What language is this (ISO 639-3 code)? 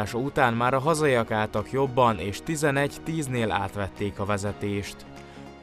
hun